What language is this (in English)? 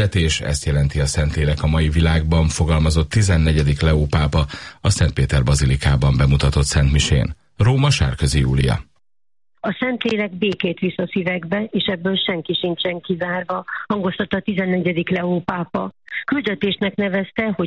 Hungarian